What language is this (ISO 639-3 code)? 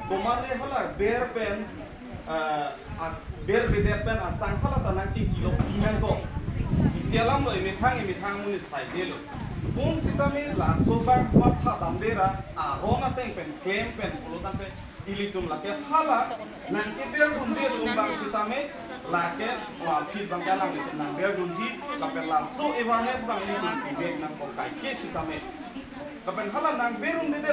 mjw